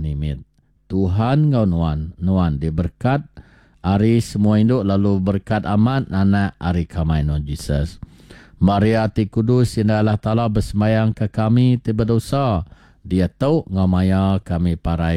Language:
Iban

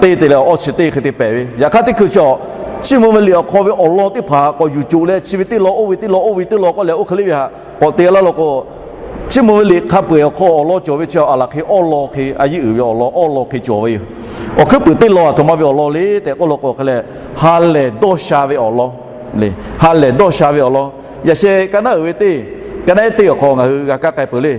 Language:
Lahu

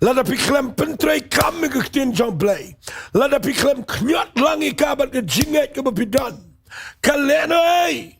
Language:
Khasi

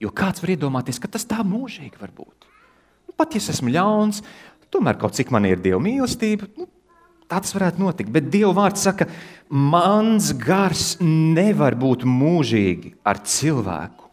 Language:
Latvian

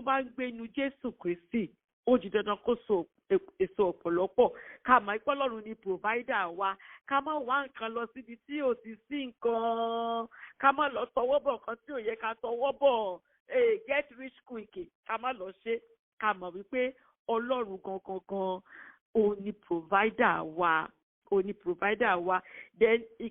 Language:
Yoruba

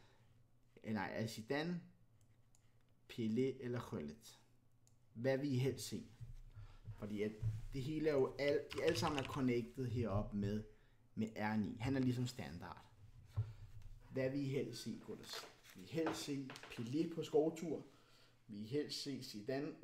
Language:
Danish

